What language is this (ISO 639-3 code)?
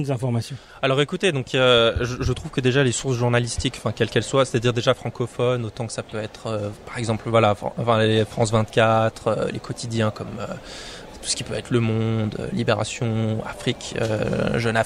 fra